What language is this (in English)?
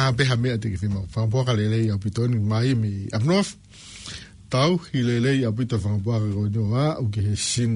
Tongan